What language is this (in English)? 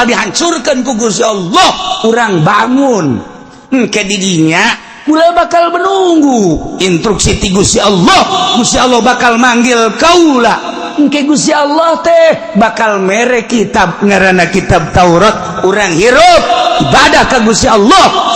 Sundanese